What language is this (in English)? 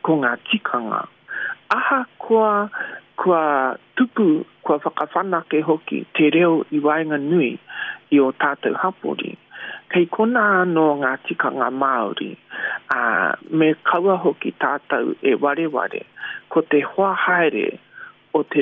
Māori